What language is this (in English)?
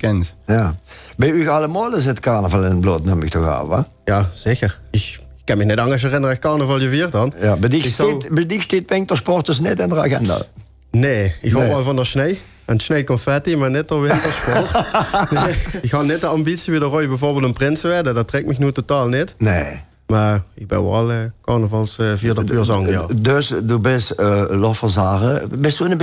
Limburgish